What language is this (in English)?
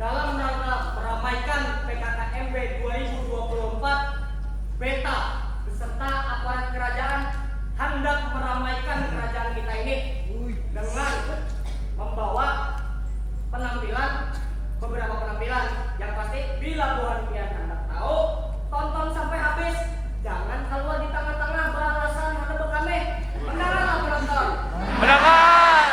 Banjar